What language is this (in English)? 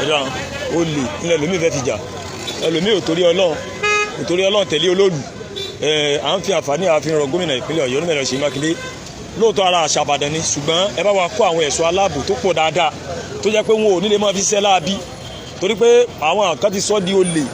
Yoruba